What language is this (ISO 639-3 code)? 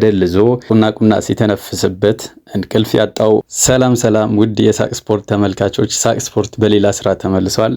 amh